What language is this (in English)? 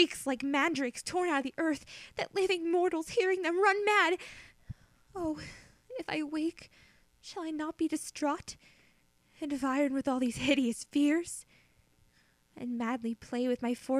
English